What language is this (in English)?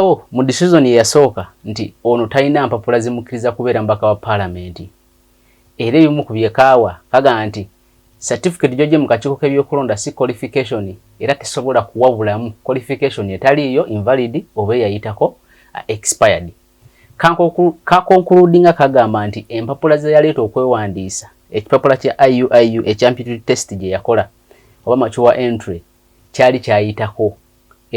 Ganda